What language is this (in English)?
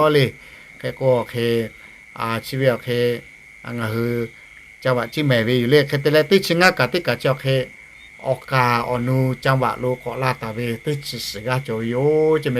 Lahu